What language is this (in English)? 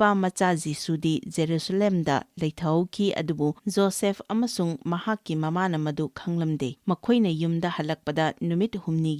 Manipuri